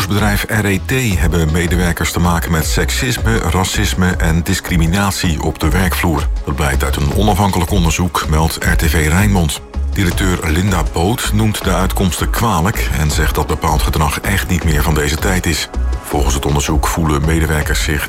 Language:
Dutch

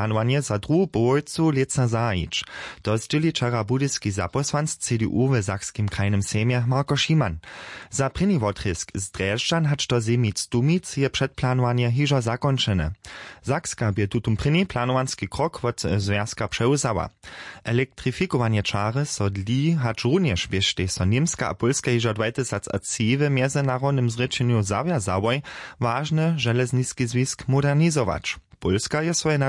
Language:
Upper Sorbian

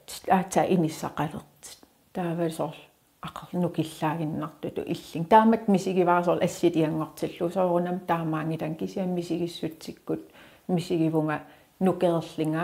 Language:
Kalaallisut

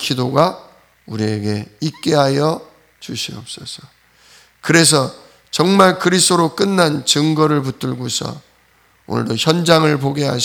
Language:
Korean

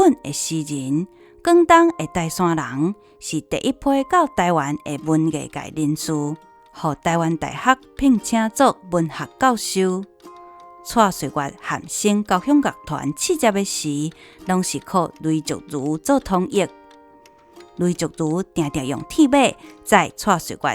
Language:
Min Nan Chinese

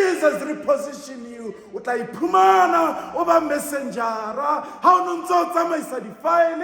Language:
Southern Sotho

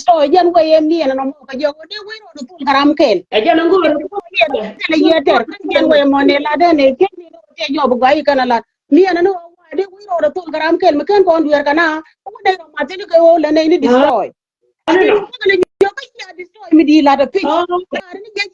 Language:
Nuer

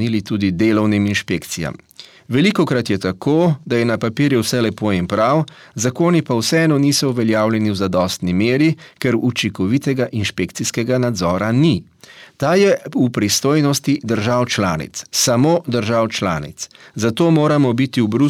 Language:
Slovenian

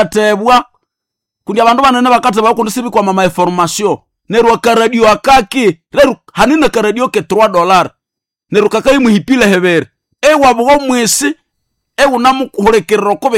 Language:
Nande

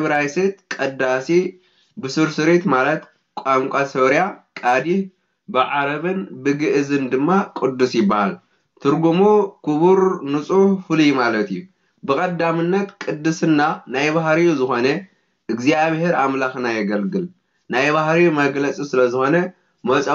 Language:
Tigrinya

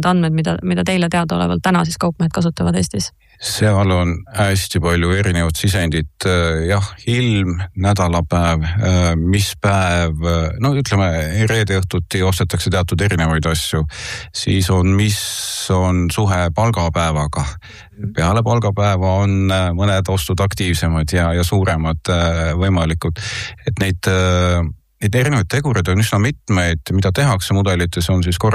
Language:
Estonian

